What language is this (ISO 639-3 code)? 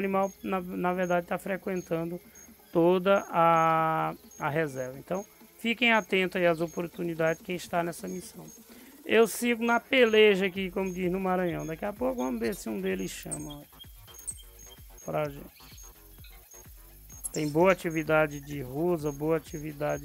por